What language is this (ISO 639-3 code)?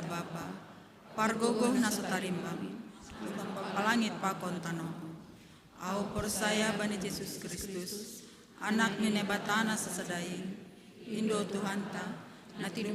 bts